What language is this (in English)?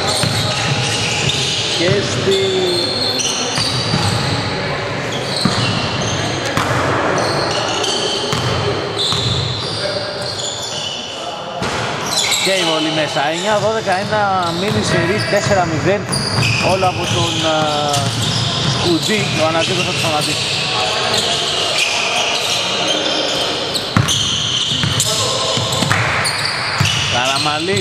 Greek